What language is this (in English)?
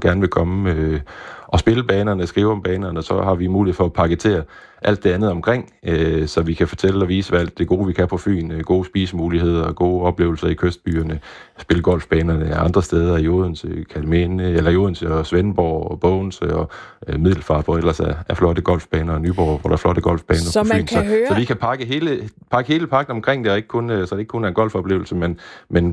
Danish